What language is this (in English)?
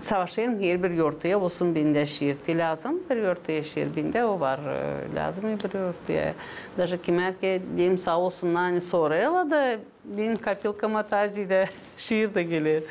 Gagauz